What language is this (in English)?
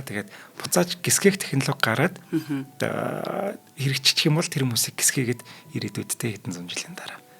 Mongolian